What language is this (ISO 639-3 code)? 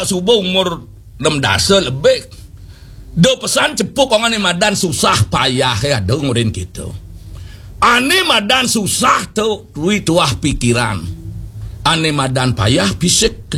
ban